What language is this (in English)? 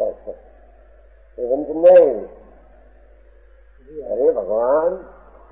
Gujarati